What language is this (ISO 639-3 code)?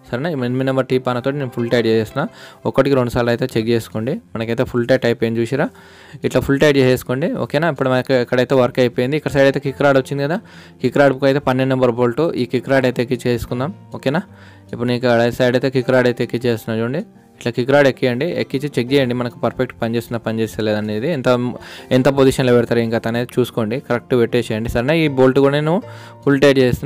tel